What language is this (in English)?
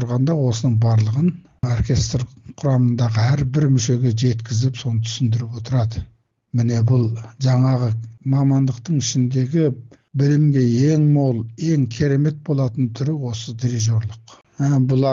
Kazakh